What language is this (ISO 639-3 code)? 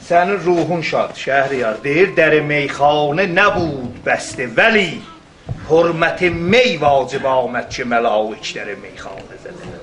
azb